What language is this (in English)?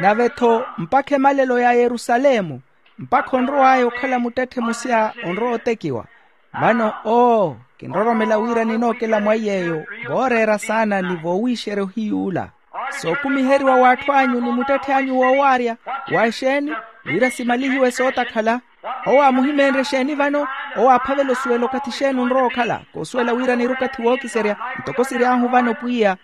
Makhuwa